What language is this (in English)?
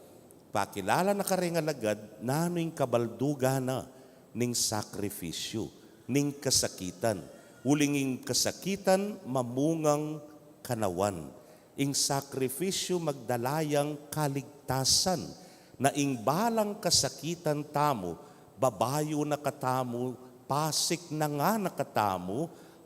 Pampanga